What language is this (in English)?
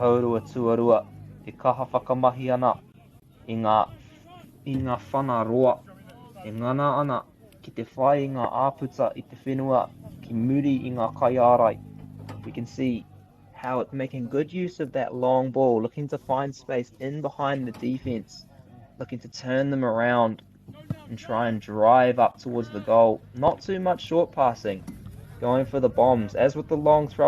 Māori